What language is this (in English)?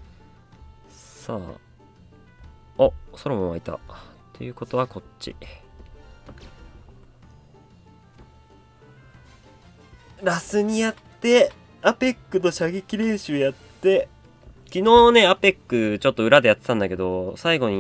Japanese